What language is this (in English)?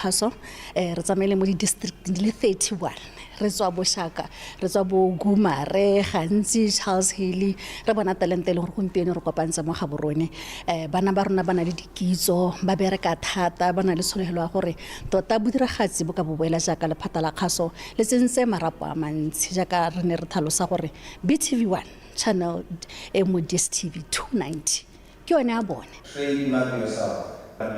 Tswana